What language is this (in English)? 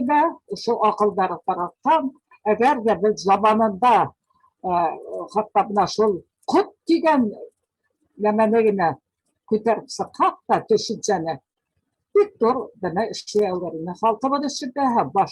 Bashkir